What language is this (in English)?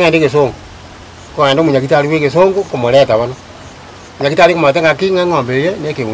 Gusii